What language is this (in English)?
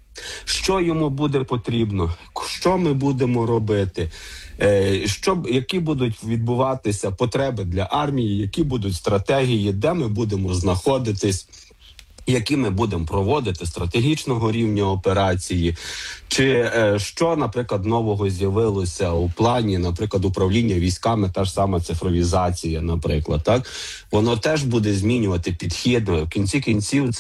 Ukrainian